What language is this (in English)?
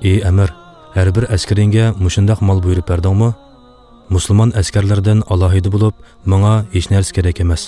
Uyghur